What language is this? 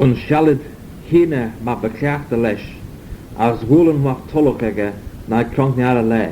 Manx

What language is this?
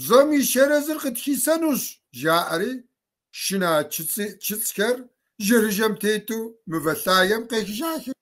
Kabardian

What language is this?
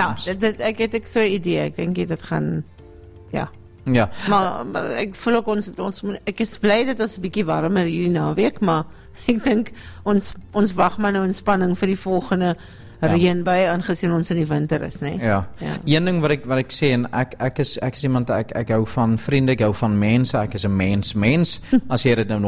Afrikaans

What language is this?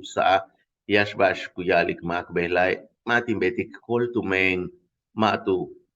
Yucateco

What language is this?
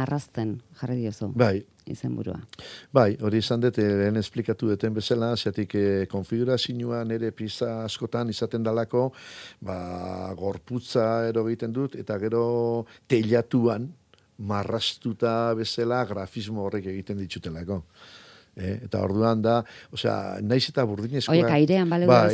Basque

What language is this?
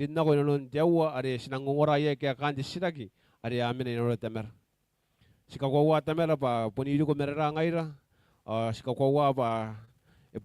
Gilbertese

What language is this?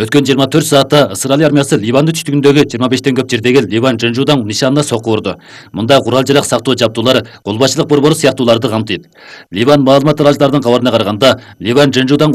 Kyrgyz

